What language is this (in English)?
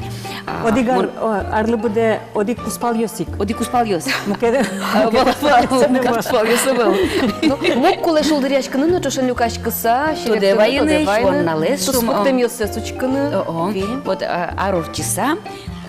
Udmurt